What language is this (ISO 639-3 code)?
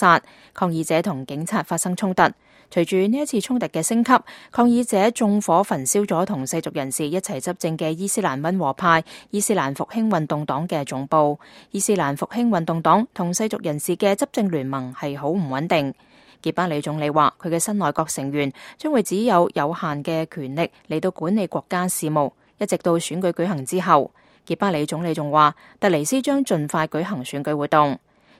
yue